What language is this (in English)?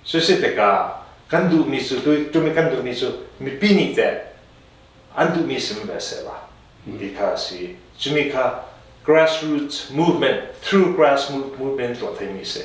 Hakha Chin